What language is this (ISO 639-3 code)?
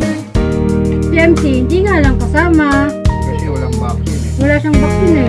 fil